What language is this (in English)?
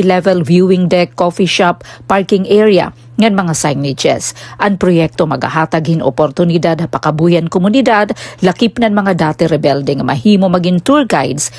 Waray